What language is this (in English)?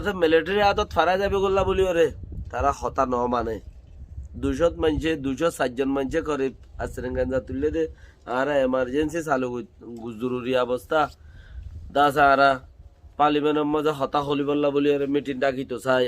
Rohingya